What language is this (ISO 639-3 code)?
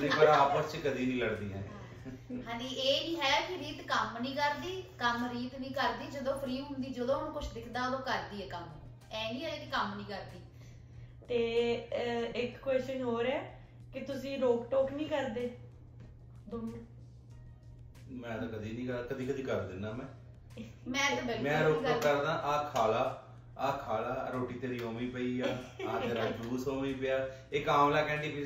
pan